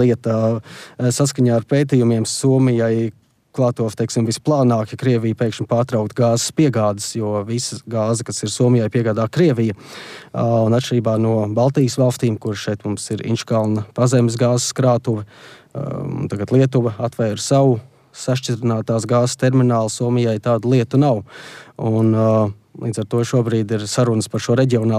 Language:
Latvian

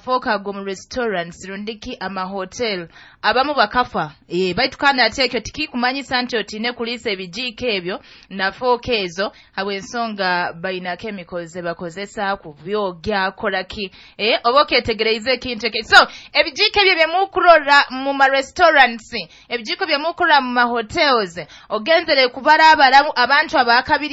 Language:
Nyoro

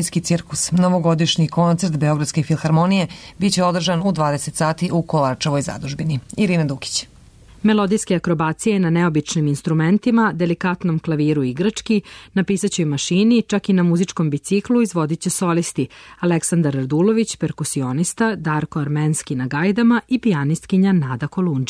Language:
Serbian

